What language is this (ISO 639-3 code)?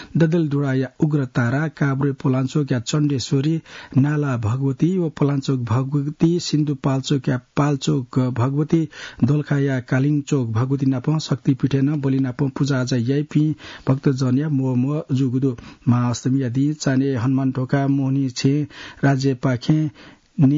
new